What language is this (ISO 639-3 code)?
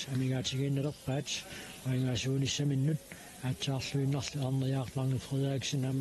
kal